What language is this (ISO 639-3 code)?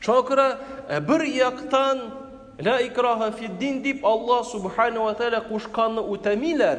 tat